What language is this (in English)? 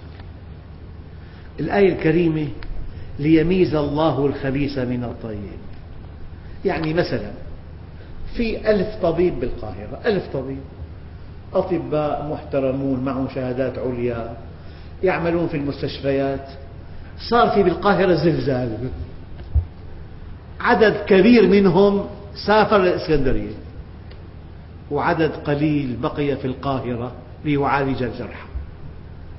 Arabic